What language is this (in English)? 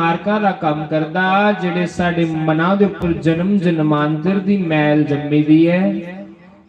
Dogri